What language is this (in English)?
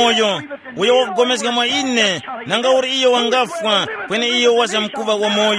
Tumbuka